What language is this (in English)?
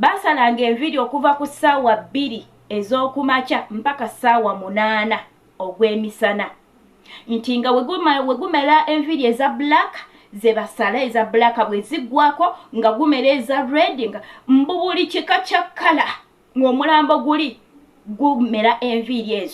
Ganda